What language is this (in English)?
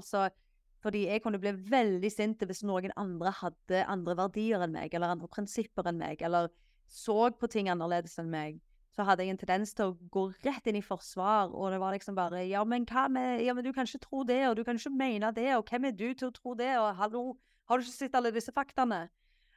Norwegian